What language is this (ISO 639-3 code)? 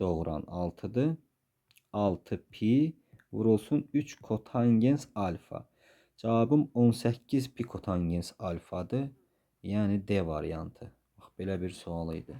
aze